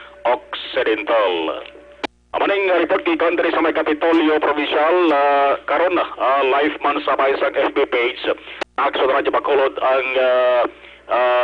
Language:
Hiligaynon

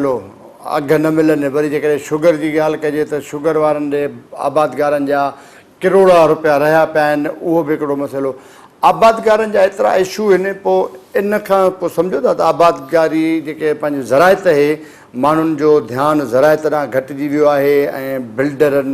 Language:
Sindhi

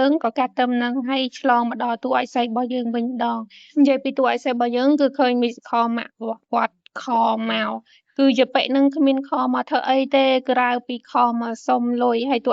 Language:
Khmer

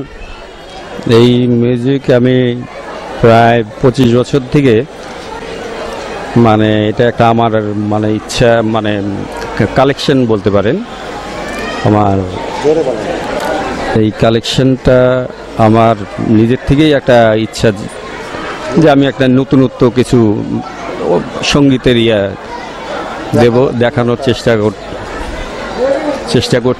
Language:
Bangla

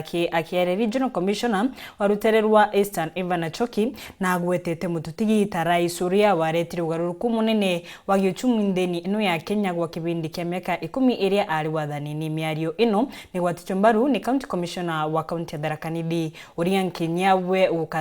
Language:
Meru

